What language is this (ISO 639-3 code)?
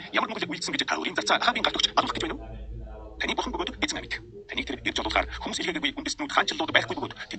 mon